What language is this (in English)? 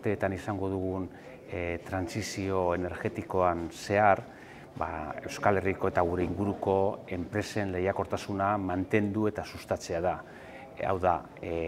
Basque